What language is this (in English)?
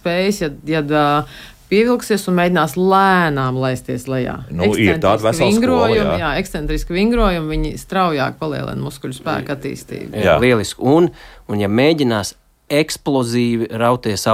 Latvian